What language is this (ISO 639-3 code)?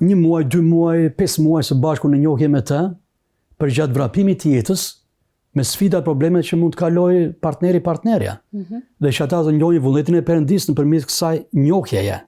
sqi